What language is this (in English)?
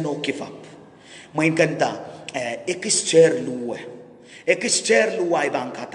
Pohnpeian